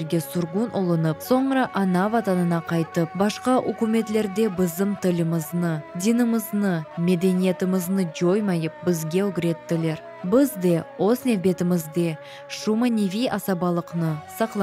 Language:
Crimean Tatar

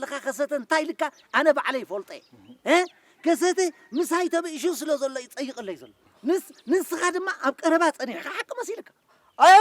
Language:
Tigrinya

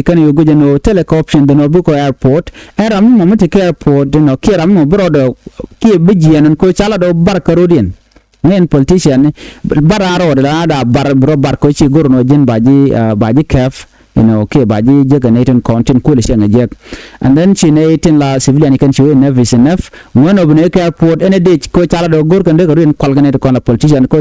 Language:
Nuer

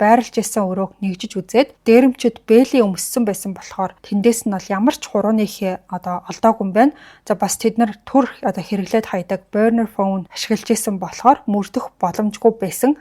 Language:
Mongolian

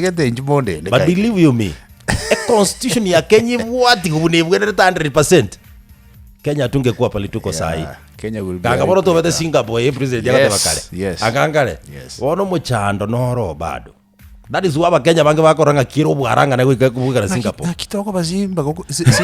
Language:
Gusii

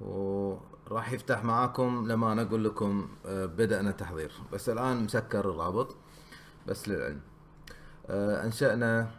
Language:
Gulf Arabic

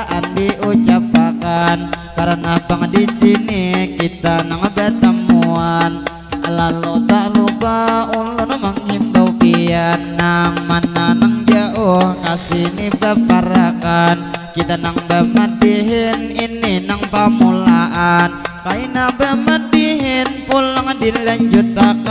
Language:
Banjar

